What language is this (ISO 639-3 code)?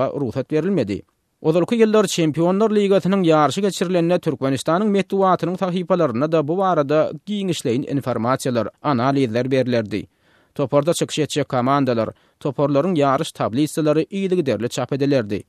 tuk